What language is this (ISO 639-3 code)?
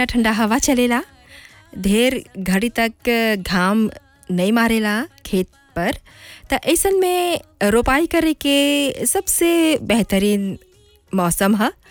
bho